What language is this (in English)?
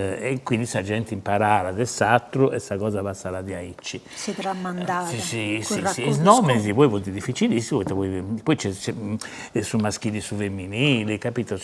Sardinian